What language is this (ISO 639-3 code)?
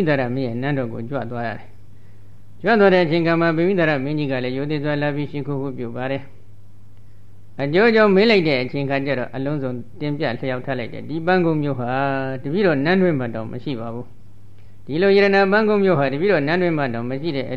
mya